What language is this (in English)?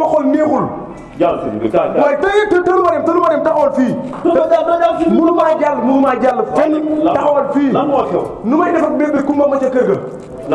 Wolof